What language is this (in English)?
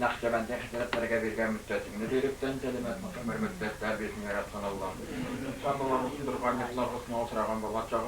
Tatar